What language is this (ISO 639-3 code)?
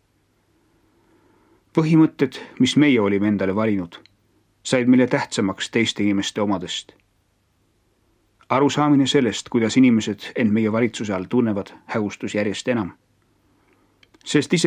est